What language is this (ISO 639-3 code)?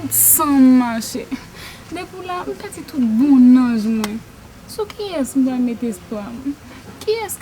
hat